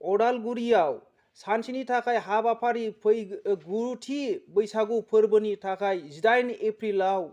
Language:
Bodo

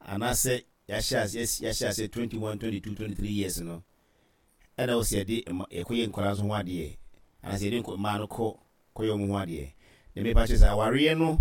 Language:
Akan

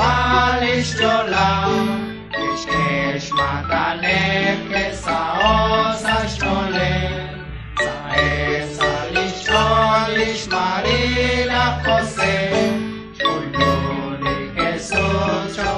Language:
Kekchí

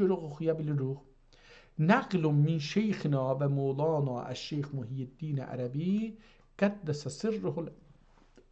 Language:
South Azerbaijani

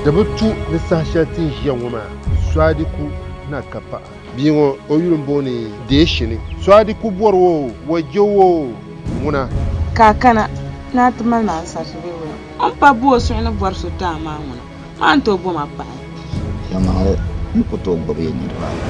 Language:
Dagbani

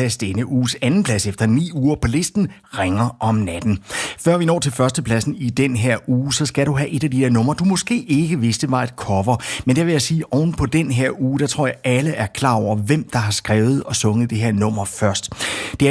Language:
Danish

